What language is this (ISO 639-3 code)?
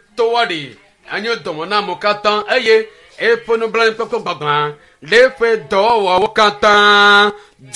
ewe